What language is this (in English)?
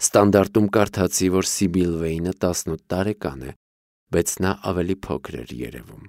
Armenian